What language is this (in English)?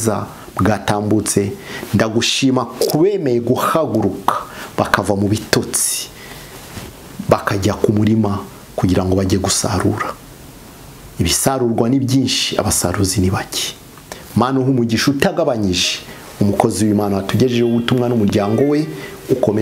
Kinyarwanda